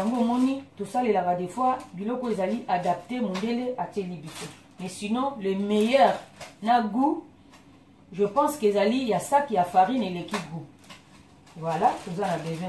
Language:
Lingala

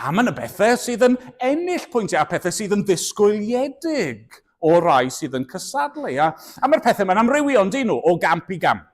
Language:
Welsh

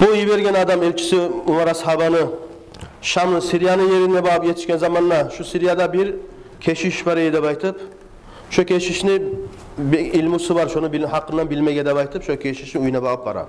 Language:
Kumyk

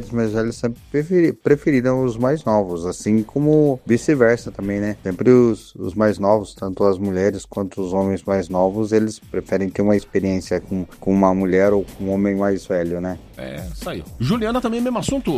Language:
Portuguese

